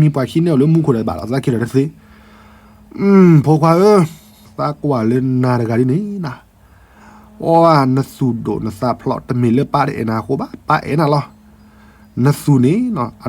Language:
S'gaw Karen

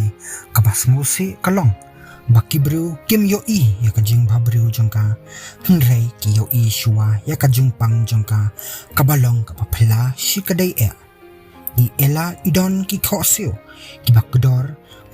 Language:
Khasi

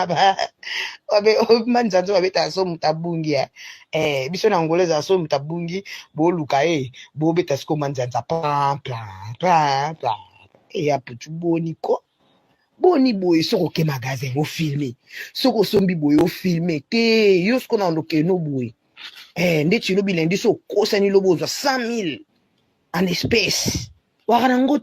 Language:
Lingala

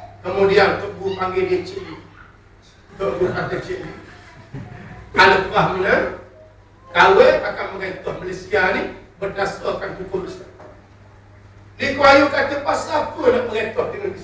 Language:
Malay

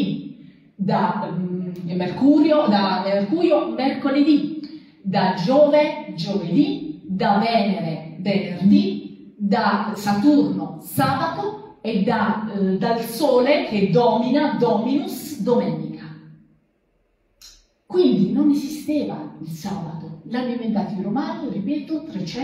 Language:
Italian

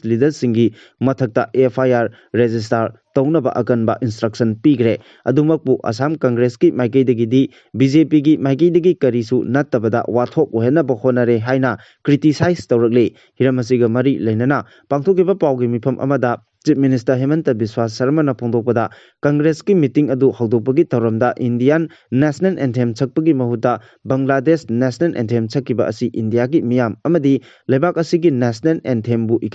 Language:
Manipuri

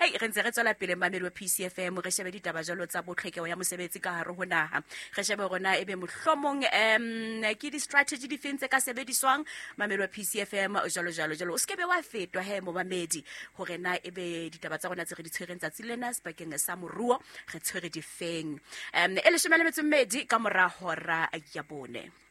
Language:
Southern Sotho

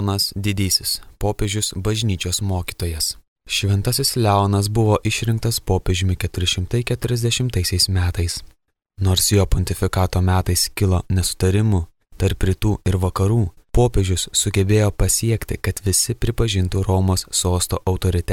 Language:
Lithuanian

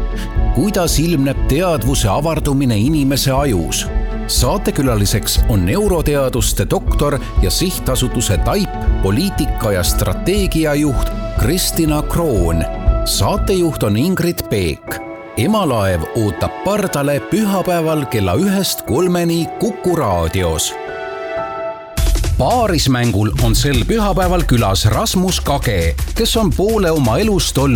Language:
Estonian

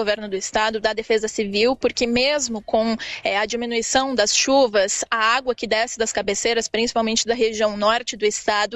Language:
Portuguese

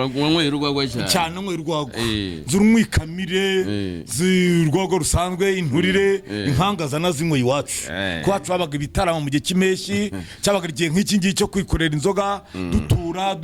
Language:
Kinyarwanda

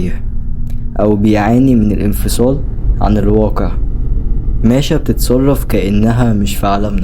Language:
Egyptian Arabic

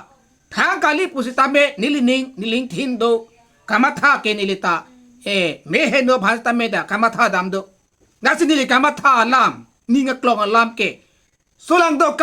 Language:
Karbi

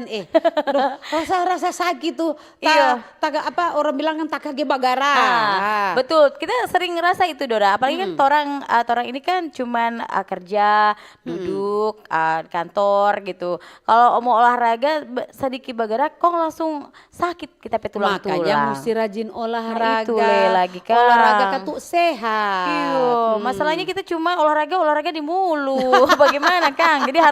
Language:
Manado Malay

